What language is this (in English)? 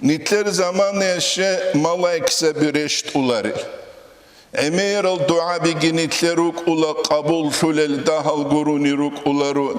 Avaric